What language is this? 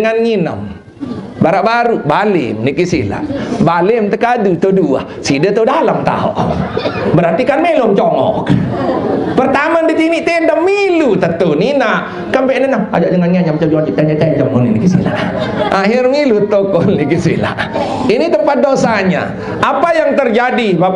Sasak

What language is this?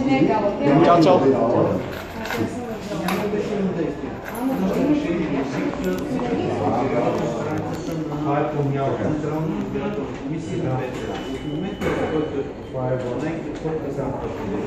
Bulgarian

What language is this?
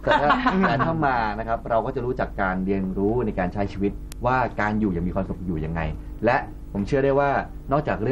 Thai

